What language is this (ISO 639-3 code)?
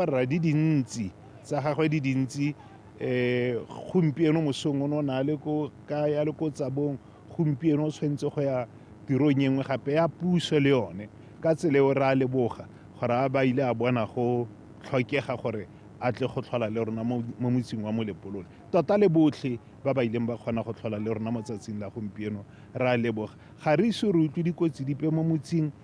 tsn